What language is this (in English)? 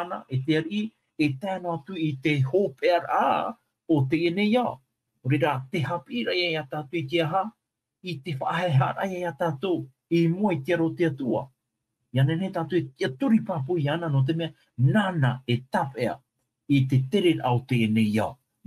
Tahitian